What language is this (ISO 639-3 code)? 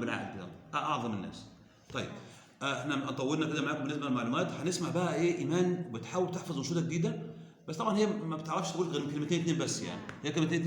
arz